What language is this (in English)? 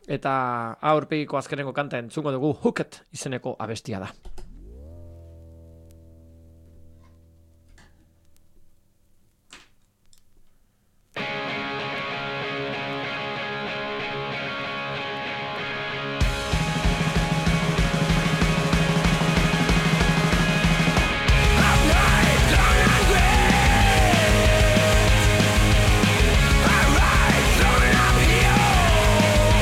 Basque